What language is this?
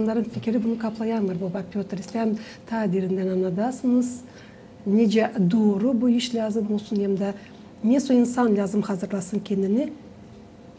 Gagauz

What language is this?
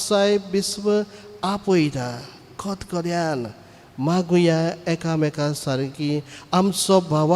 Konkani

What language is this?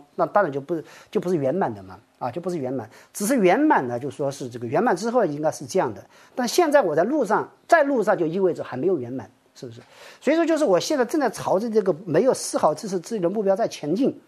Chinese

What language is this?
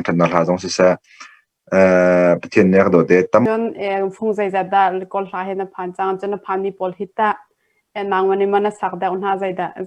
Hakha Chin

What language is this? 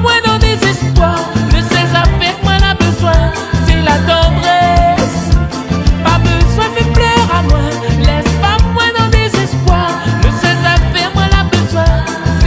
Réunion Creole French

